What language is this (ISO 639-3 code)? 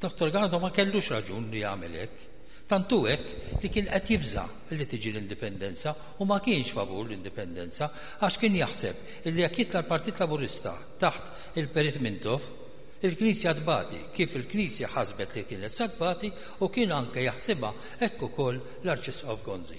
mlt